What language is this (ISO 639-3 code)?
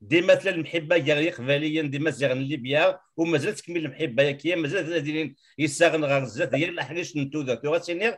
kab